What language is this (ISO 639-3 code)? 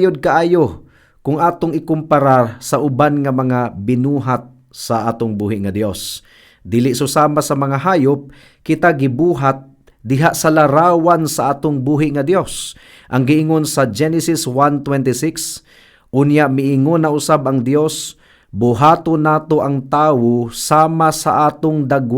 ceb